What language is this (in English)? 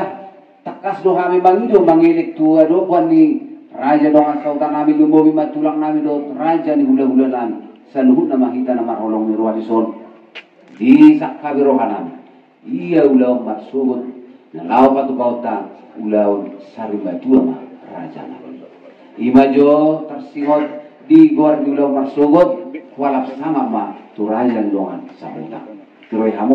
Batak Toba